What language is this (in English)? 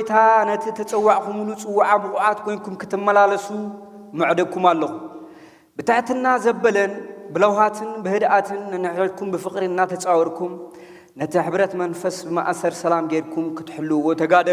Tigrinya